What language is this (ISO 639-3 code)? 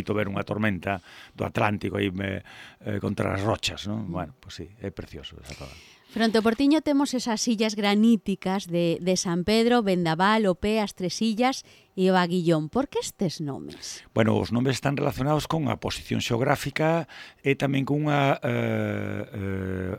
glg